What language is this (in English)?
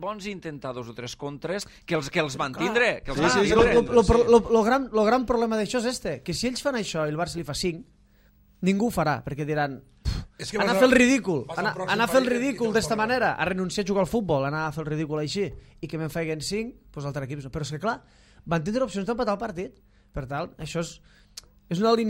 Catalan